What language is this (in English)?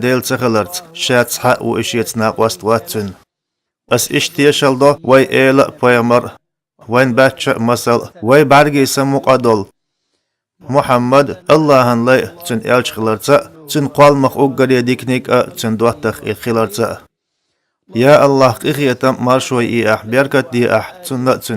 Chechen